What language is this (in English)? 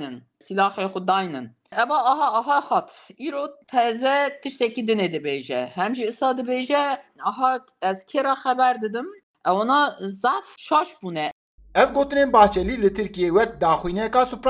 Kurdish